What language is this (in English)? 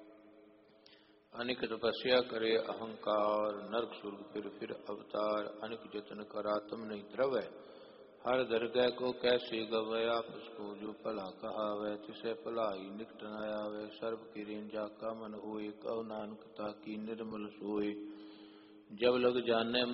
Punjabi